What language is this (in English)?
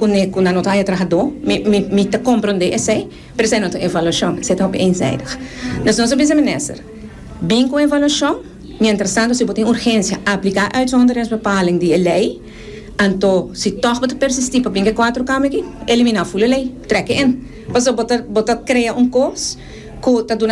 Papiamento